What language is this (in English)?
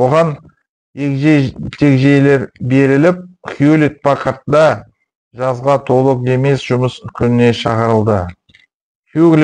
Kazakh